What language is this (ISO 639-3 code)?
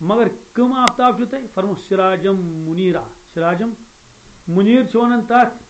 kas